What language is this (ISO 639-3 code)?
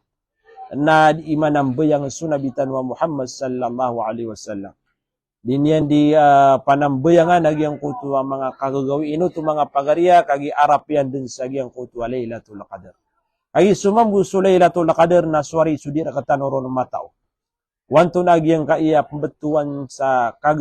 mrw